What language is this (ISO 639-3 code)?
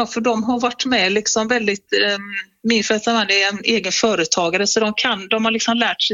swe